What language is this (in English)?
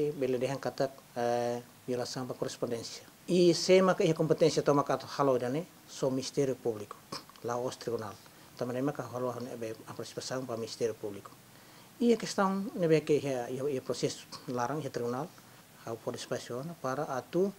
Tetum